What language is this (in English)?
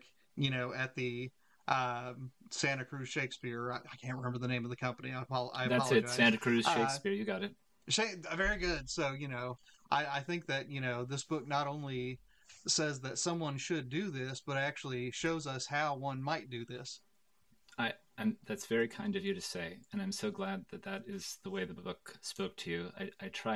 English